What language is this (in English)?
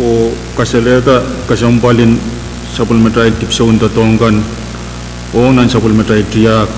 Pohnpeian